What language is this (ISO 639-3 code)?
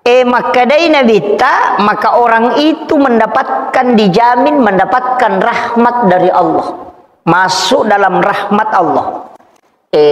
bug